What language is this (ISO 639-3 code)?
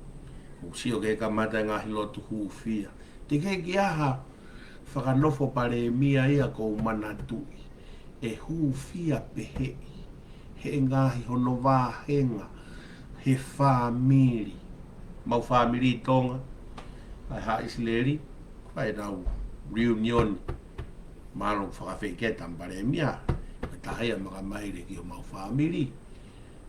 ton